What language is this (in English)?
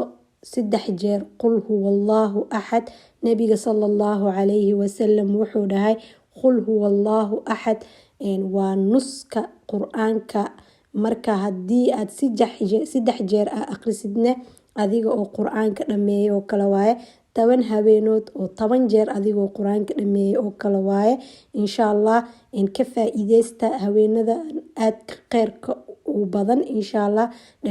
Somali